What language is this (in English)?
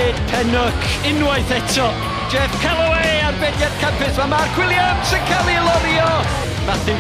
Welsh